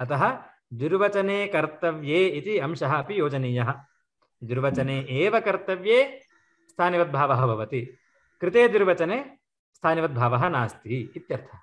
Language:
Sanskrit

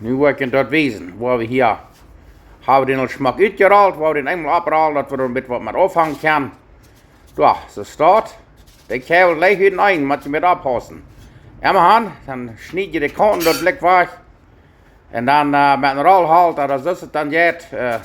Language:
Plautdietsch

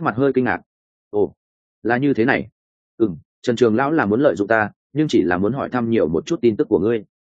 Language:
Vietnamese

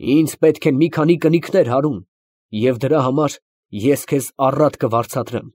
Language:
Armenian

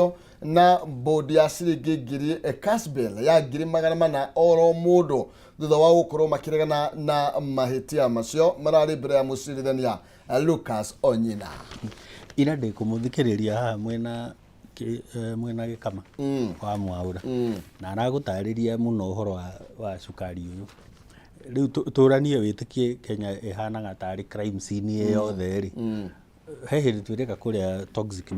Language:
Kikuyu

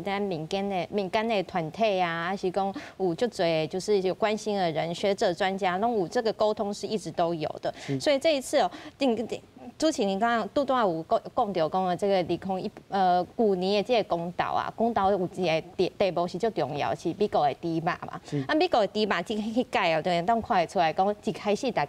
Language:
Min Nan Chinese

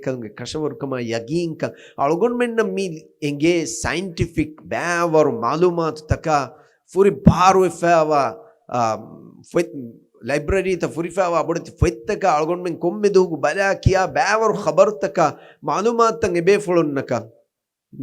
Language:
Divehi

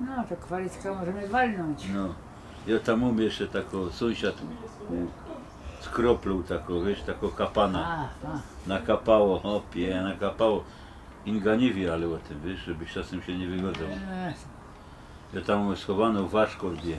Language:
Silesian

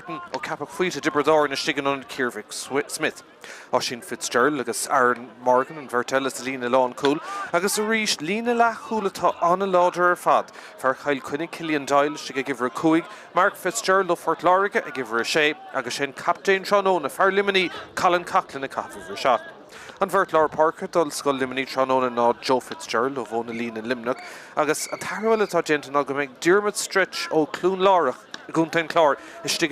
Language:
Irish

